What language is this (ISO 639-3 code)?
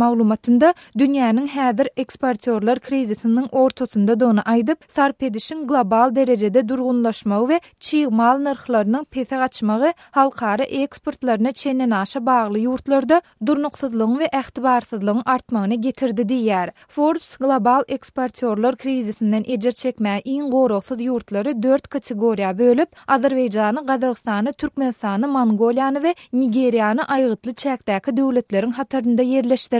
tuk